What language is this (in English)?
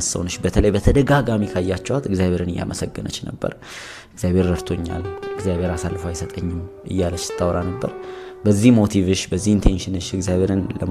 Amharic